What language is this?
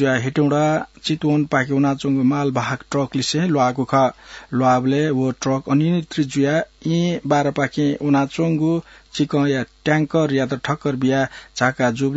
Newari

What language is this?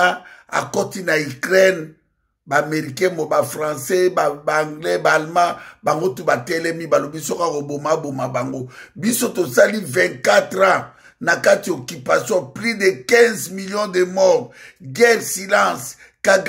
Lingala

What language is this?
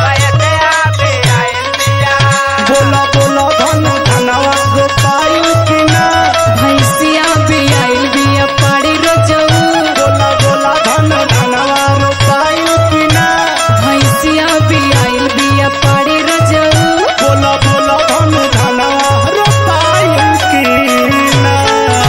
Bhojpuri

